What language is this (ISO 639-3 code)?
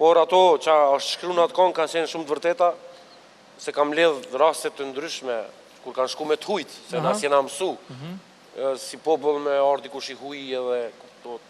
sqi